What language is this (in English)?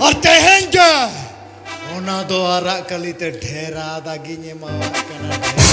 Santali